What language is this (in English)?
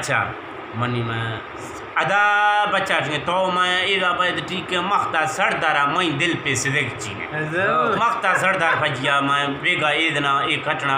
Eastern Balochi